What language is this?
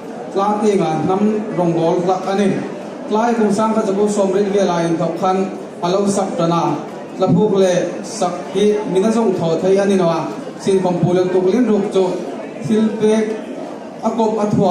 Hmar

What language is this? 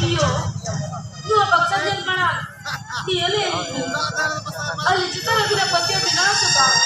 Santali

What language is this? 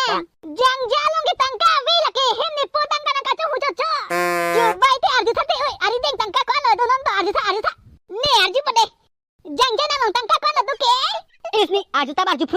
Karbi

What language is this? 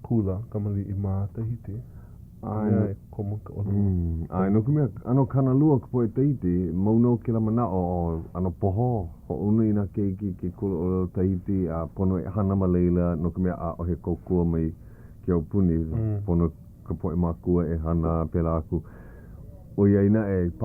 Hawaiian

